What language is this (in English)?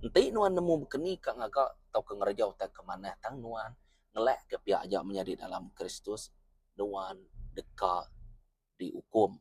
Iban